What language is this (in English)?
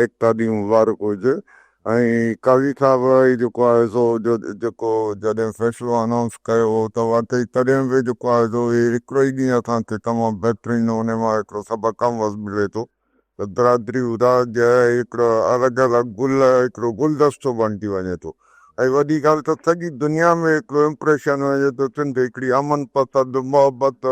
Sindhi